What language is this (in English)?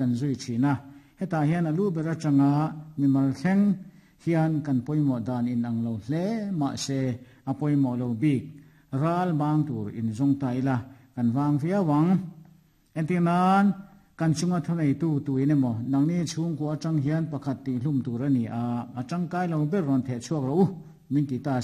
Mizo